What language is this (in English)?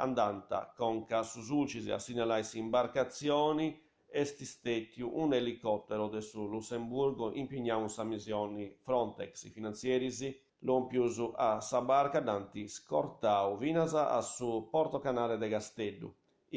Sardinian